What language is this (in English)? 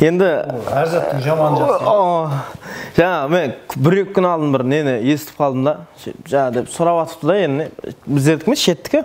Kara-Kalpak